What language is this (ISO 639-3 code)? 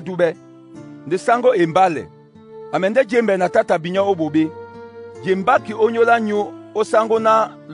dua